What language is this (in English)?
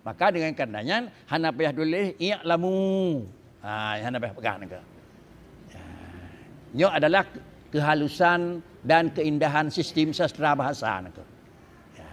Achinese